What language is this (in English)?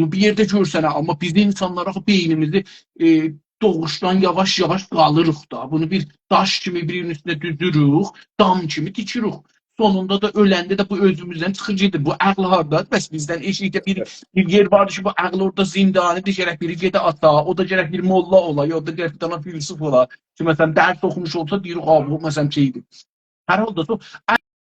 South Azerbaijani